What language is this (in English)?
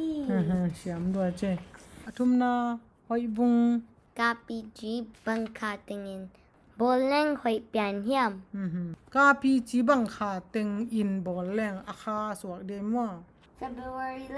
Tedim Chin